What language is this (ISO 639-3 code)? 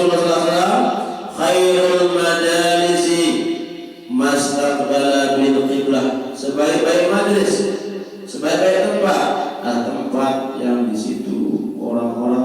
sas